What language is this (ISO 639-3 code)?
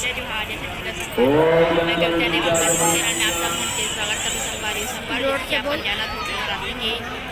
hne